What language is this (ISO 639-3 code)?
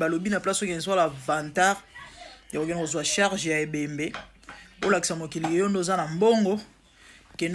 lin